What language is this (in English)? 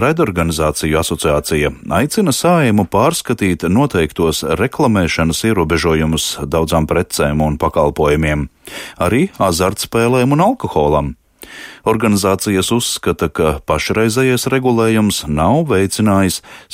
Latvian